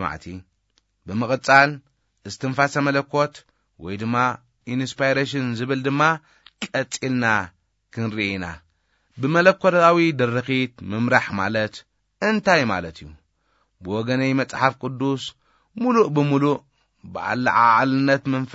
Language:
Tigrinya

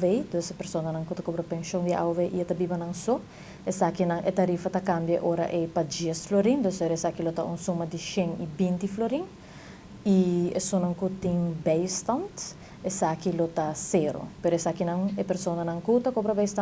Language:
Papiamento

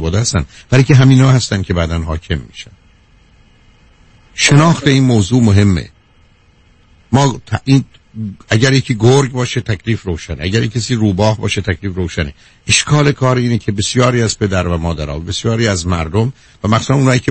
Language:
Persian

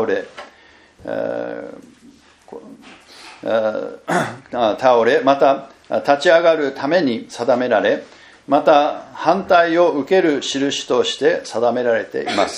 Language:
Japanese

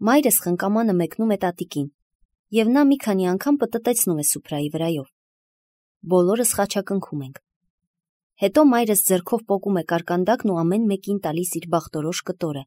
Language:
Armenian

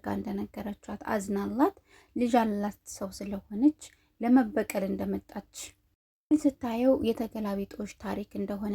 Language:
Amharic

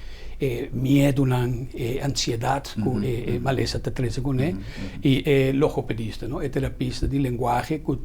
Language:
Papiamento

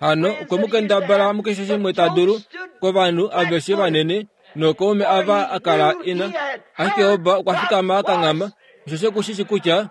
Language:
Kuanyama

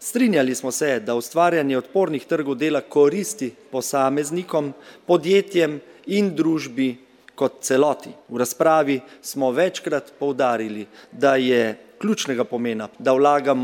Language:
Slovenian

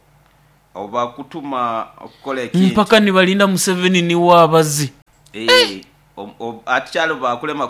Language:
Nyoro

